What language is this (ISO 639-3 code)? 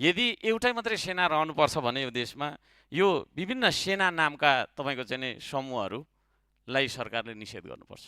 nep